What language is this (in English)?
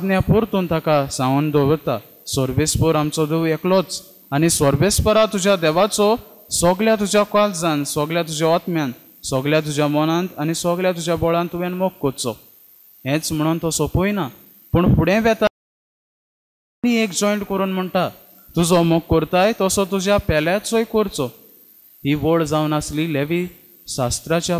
Konkani